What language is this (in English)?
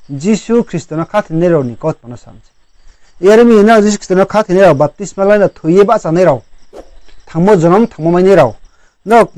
Riang (India)